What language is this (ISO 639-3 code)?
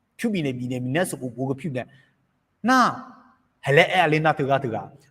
ahk